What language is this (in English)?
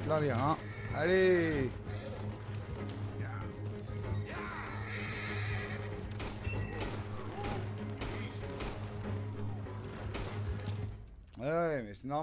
French